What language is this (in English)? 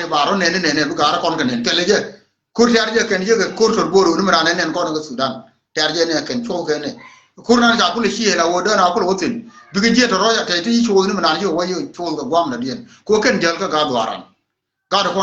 Nuer